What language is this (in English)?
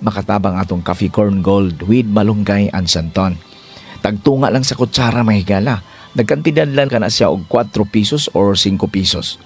Cebuano